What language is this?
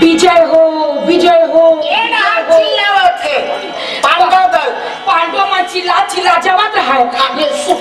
Chhattisgarhi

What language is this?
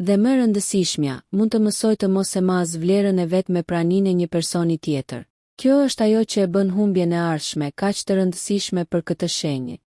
Albanian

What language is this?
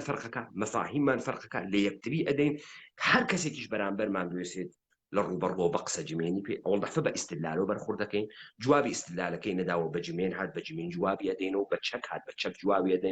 Central Kurdish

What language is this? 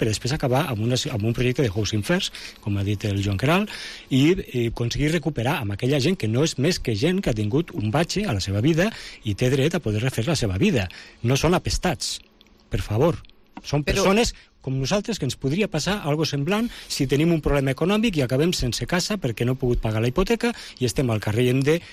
Catalan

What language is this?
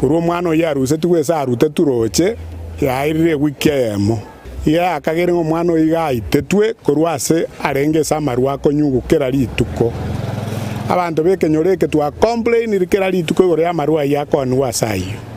Gusii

